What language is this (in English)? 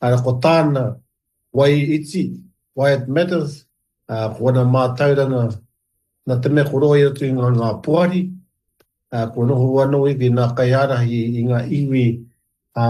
Māori